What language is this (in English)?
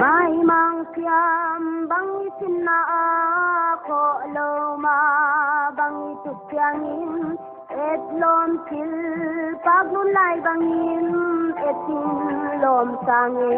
Paite Chin